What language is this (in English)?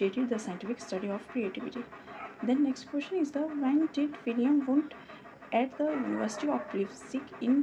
English